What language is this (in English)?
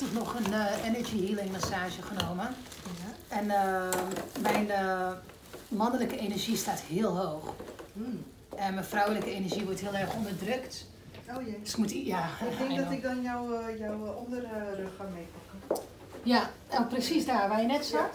Dutch